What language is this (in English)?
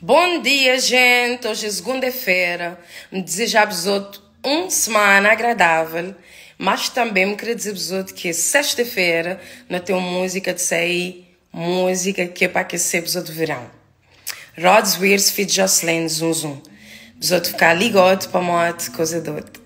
Kabuverdianu